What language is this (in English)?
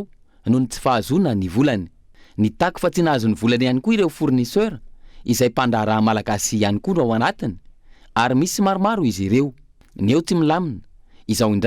Malagasy